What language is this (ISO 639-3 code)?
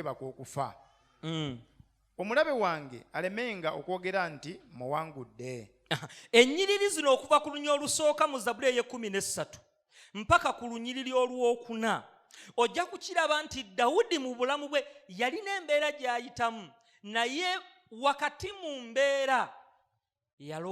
lug